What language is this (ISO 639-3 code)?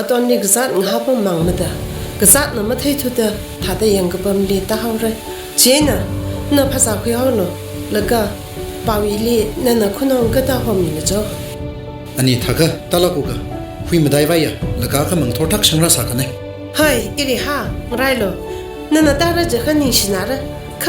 nmf